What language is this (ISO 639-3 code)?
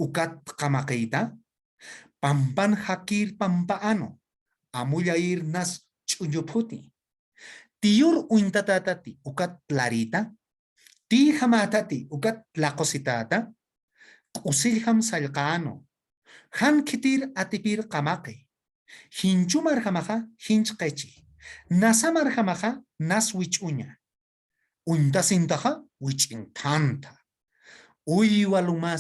aym